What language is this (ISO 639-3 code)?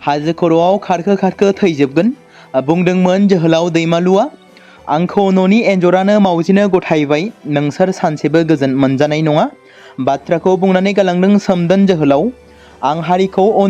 brx